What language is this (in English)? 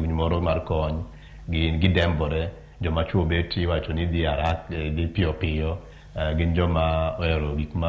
Luo (Kenya and Tanzania)